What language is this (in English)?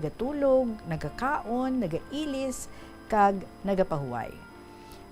Hiligaynon